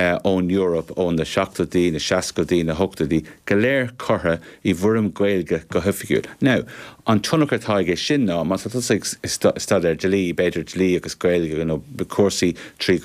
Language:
Irish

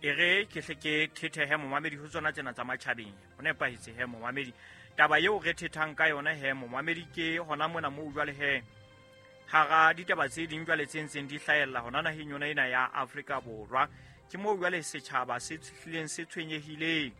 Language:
Southern Sotho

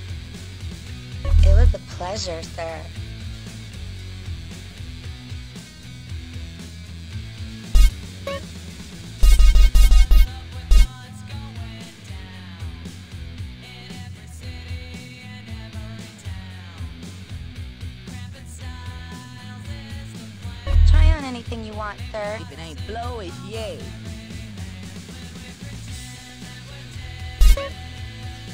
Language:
English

